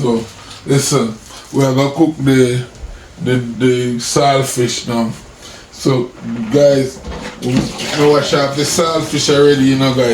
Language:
Jamaican Creole English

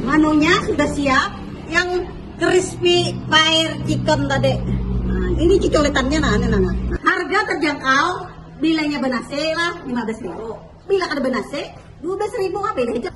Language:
Banjar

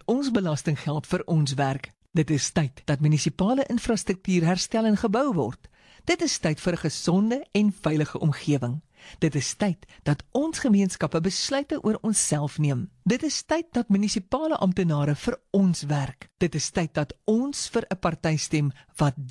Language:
Afrikaans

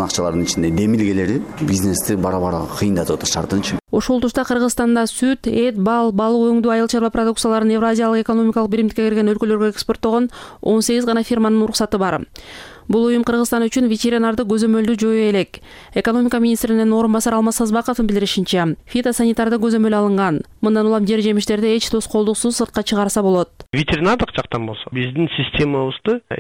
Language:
Kyrgyz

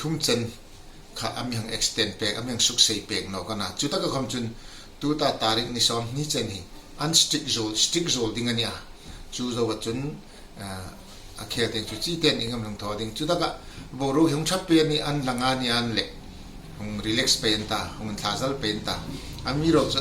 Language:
Hmar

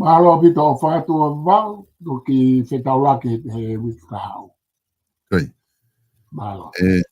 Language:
Tongan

